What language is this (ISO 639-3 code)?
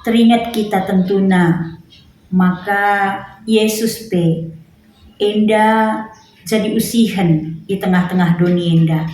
btx